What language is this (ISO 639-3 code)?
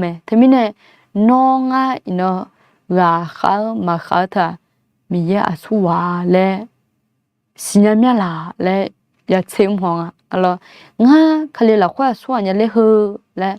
ahk